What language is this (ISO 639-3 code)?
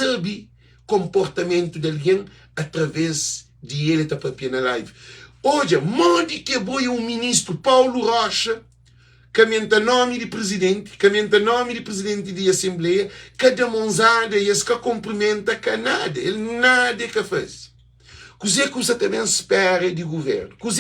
kea